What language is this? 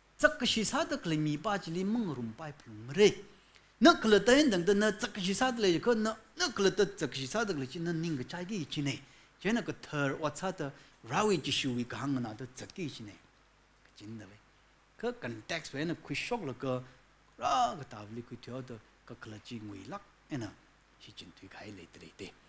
Tangkhul Naga (India)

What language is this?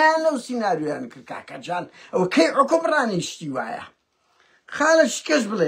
Central Kurdish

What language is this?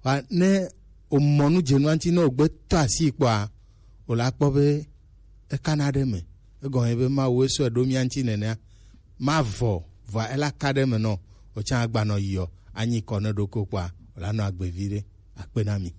Gen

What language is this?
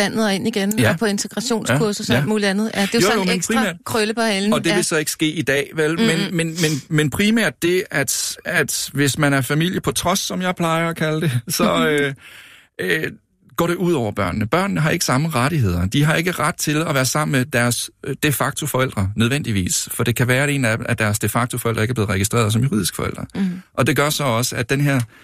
Danish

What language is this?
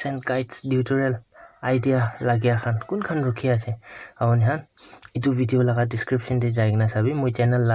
Naga Pidgin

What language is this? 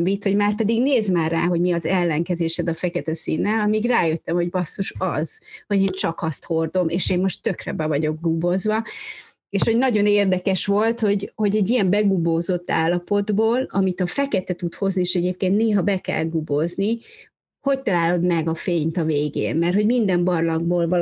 Hungarian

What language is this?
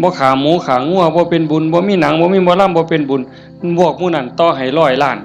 Northeastern Thai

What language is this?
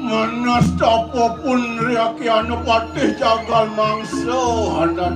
Balinese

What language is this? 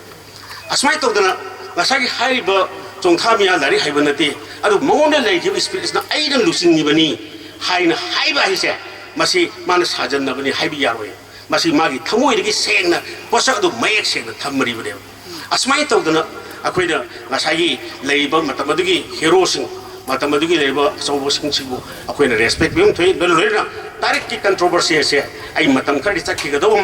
Manipuri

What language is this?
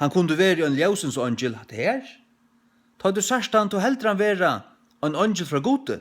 Faroese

